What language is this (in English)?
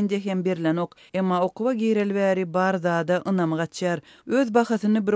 Turkmen